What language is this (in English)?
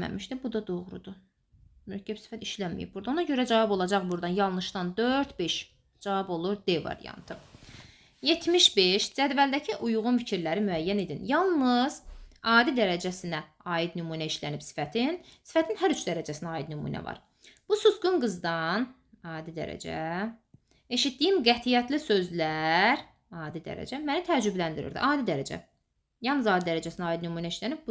Azerbaijani